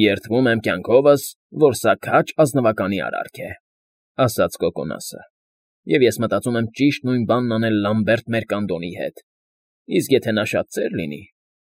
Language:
Armenian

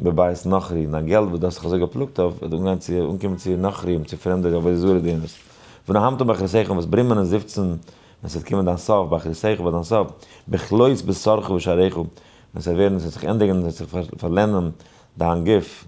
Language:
Yiddish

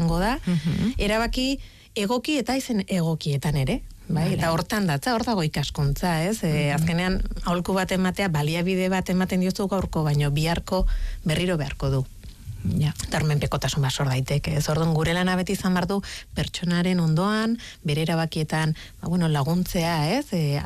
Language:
Basque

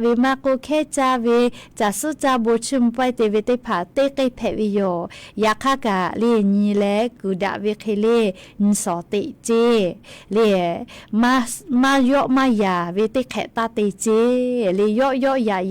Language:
Lahu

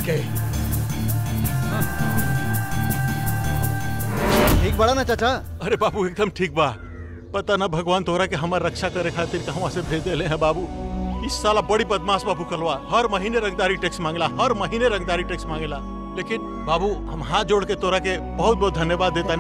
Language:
Bhojpuri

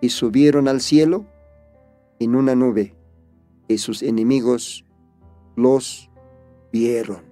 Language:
Aymara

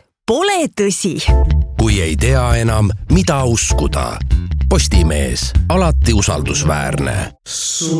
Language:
Estonian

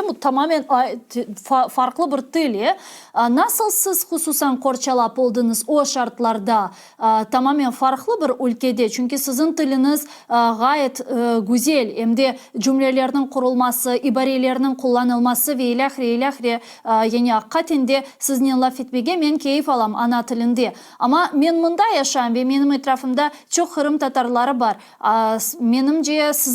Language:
Crimean Tatar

